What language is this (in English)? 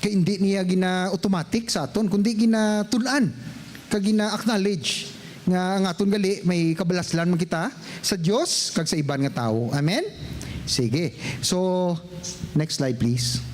Hiligaynon